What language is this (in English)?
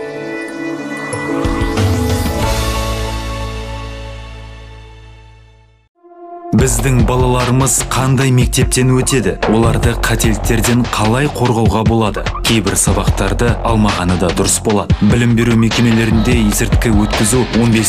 Kazakh